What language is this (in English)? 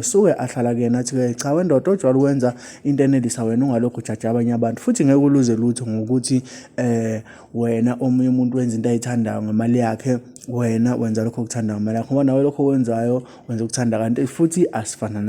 Zulu